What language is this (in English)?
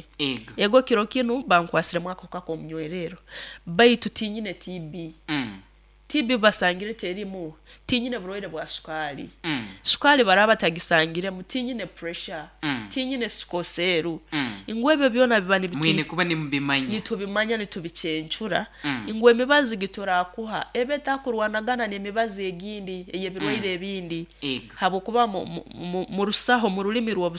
Nyoro